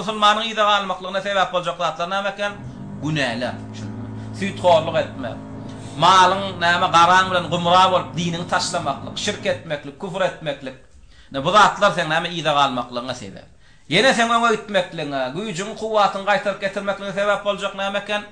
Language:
Turkmen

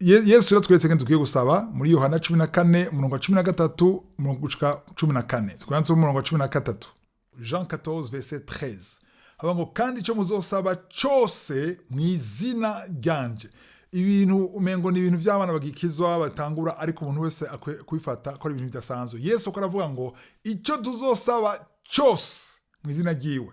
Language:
Rundi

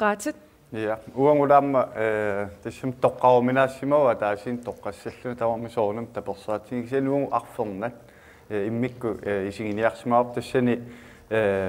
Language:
Kalaallisut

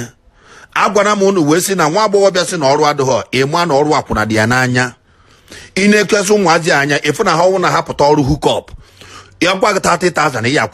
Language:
Igbo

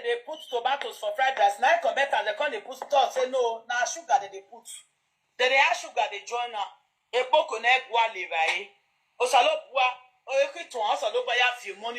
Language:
Nigerian Pidgin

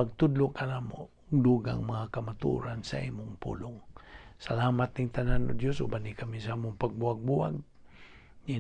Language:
Cebuano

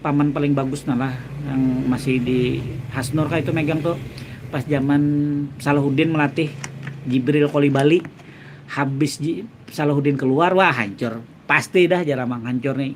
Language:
Banjar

